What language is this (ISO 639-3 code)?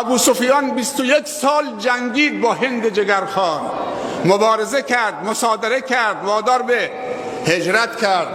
fas